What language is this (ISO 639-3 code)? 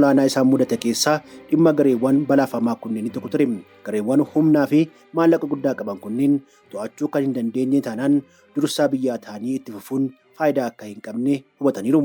orm